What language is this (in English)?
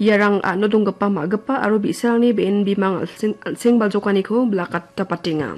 Garo